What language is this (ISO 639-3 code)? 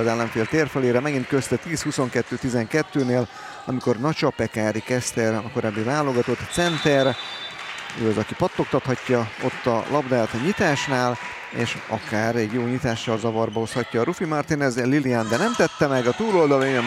hun